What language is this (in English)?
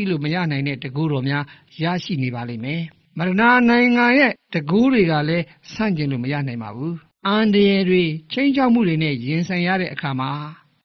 Burmese